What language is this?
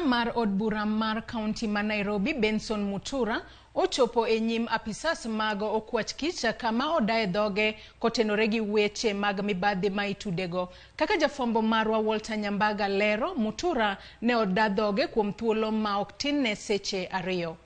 Luo (Kenya and Tanzania)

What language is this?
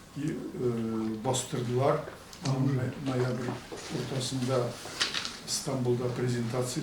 Tatar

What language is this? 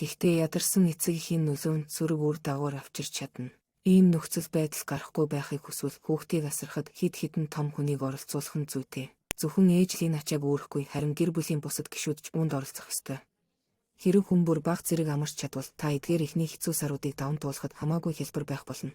Mongolian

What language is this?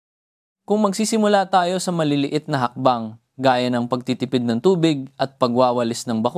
Filipino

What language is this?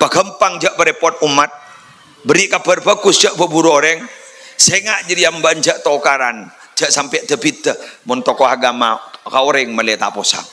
Madurese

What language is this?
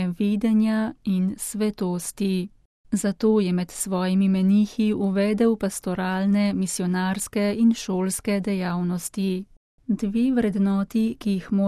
Slovenian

